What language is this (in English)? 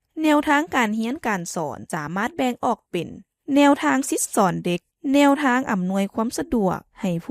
Lao